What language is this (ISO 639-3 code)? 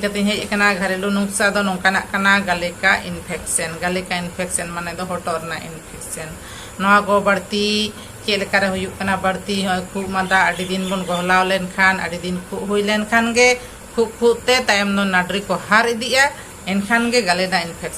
sat